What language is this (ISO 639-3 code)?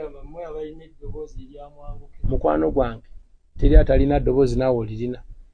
lug